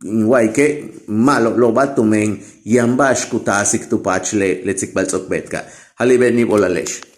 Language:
Yucateco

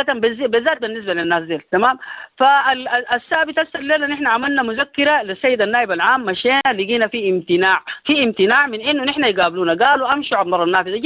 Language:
Sudanese Arabic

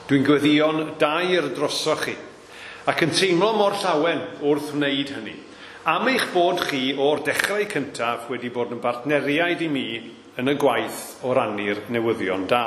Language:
Welsh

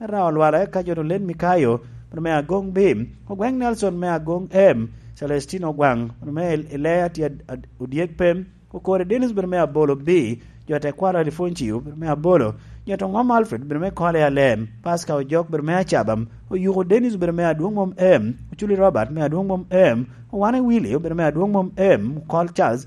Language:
Lango (Uganda)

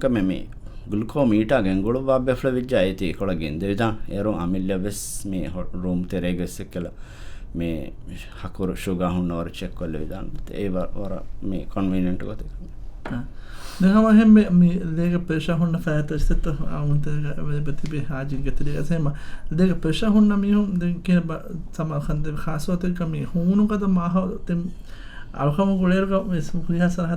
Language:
Divehi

